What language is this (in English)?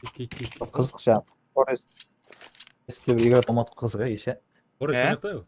Kara-Kalpak